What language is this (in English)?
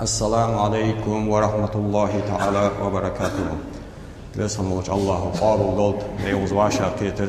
Ingush